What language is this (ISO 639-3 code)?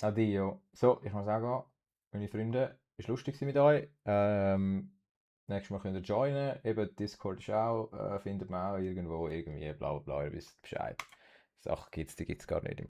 gsw